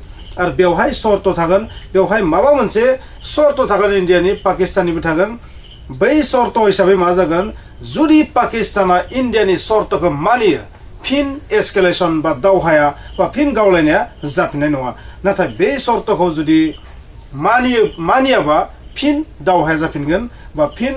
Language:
Bodo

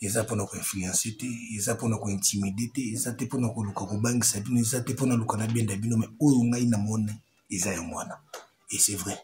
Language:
Lingala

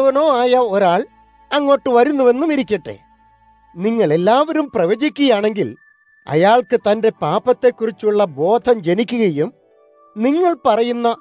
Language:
Malayalam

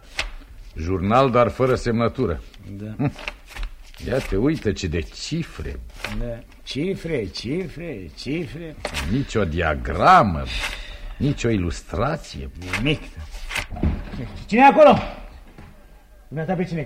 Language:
Romanian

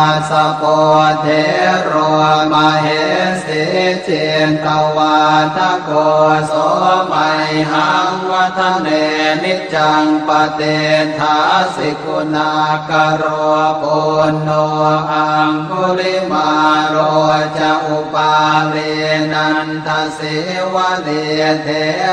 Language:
Pali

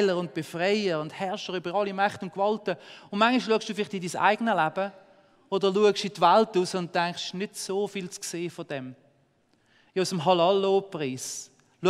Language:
Swiss German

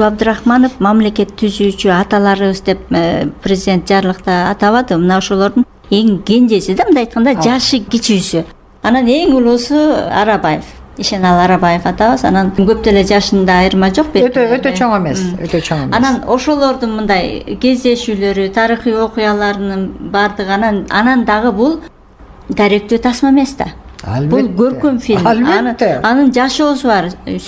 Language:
Kyrgyz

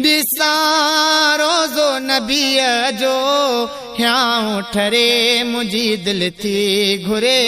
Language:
Sindhi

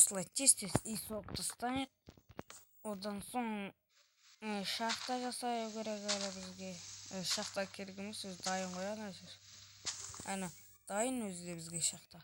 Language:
Kazakh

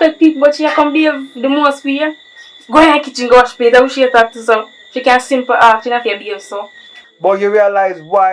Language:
Jamaican Creole English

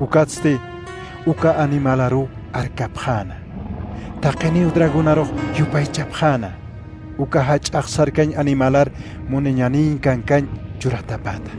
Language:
Aymara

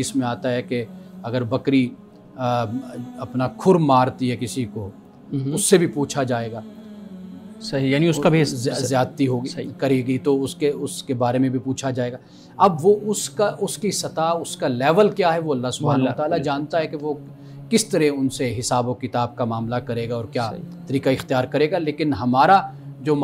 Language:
Urdu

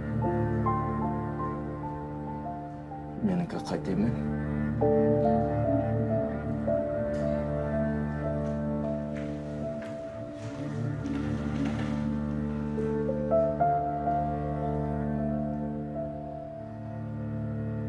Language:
Kazakh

